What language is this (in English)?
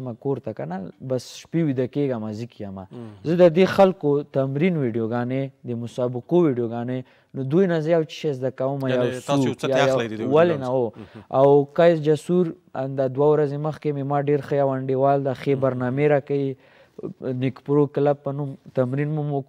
Pashto